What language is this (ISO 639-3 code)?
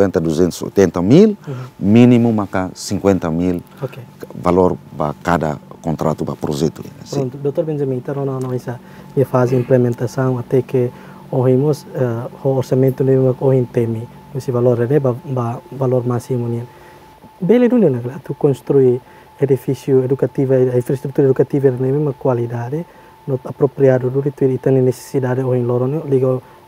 tet